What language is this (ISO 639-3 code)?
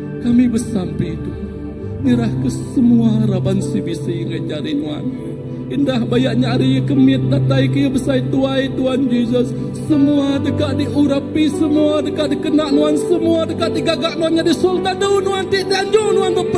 iba